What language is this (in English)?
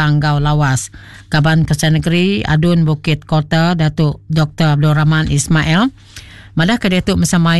Iban